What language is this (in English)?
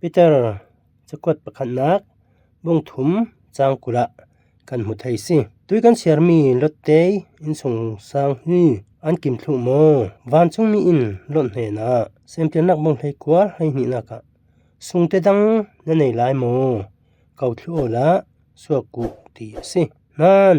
Falam Chin